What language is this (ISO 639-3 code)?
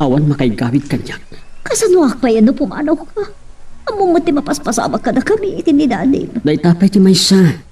ilo